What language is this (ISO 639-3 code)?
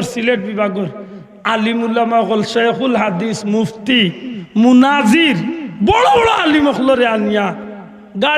syl